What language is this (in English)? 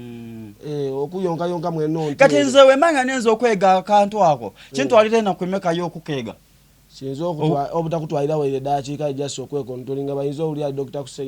Soga